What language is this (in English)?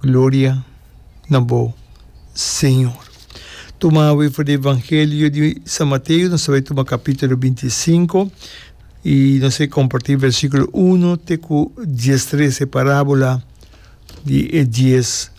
Papiamento